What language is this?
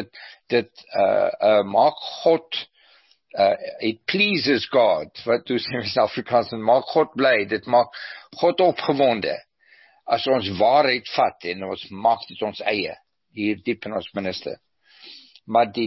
Afrikaans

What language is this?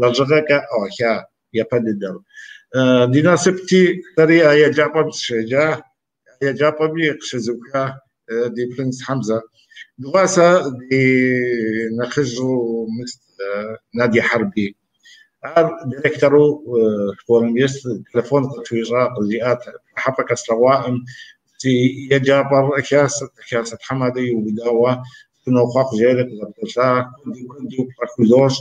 Kabardian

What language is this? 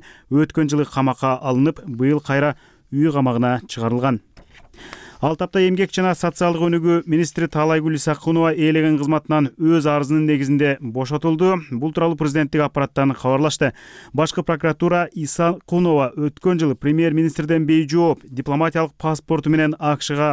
Kyrgyz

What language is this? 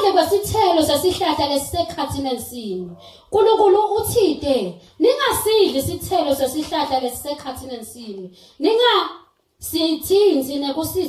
Zulu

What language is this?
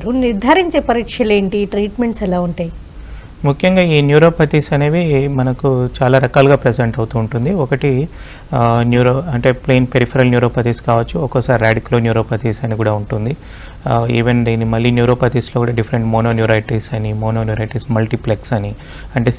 Telugu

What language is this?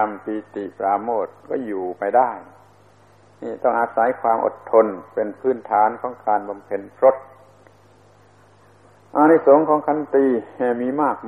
Thai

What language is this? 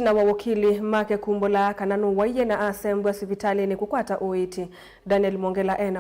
Kamba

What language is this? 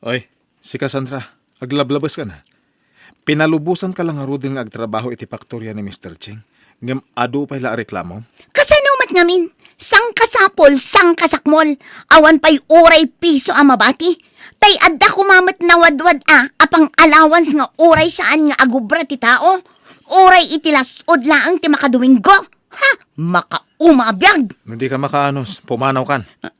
Iloko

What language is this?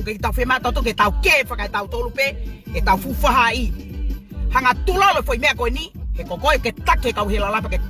Tongan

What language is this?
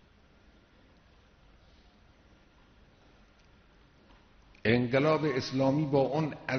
Persian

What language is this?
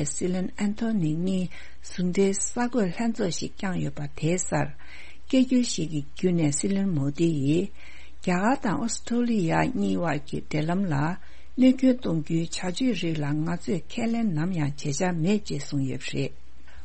Tibetan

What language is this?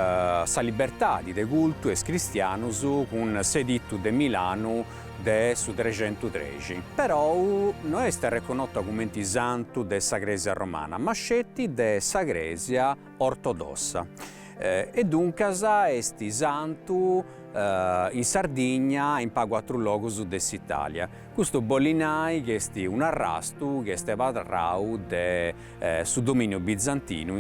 Sardinian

